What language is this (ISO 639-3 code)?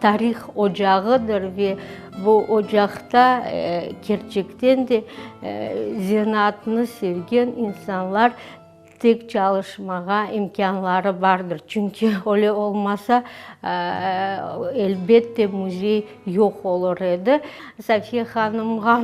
crh